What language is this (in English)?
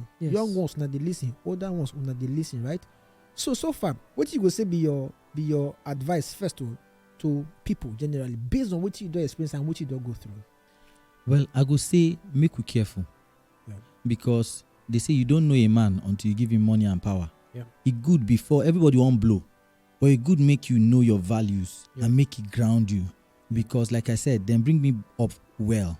Nigerian Pidgin